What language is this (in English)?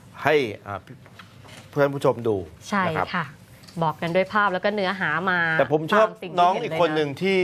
Thai